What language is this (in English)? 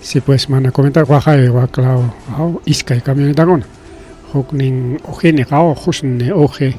Ayacucho Quechua